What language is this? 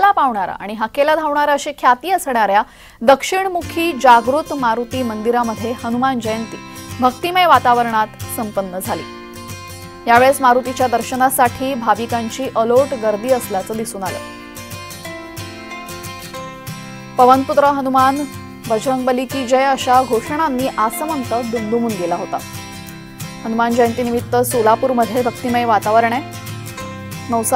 Marathi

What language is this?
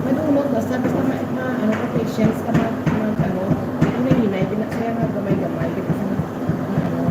Hiligaynon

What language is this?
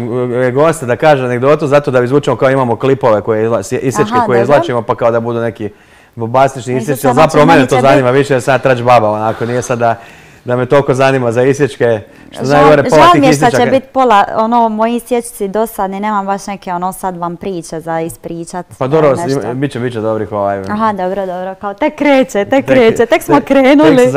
Croatian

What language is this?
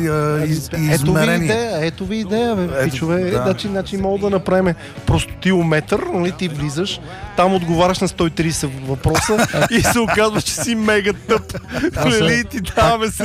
Bulgarian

